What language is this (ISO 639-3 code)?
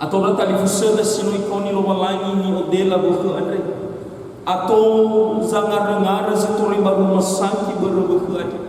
nia